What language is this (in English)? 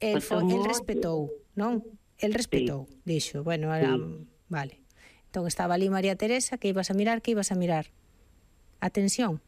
Galician